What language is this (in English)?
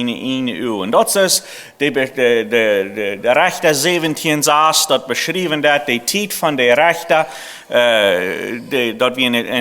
Plautdietsch